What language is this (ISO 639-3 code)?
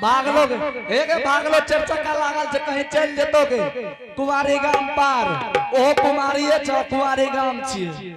anp